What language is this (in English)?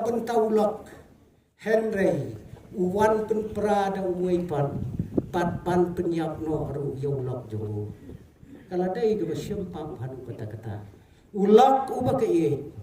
Khasi